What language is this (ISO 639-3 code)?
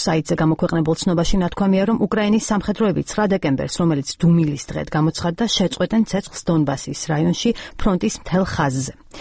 kat